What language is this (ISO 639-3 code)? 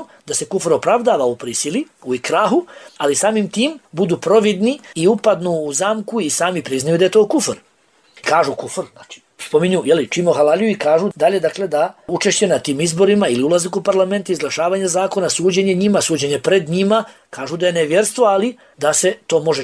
bos